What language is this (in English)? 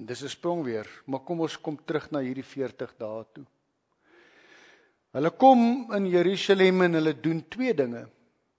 Afrikaans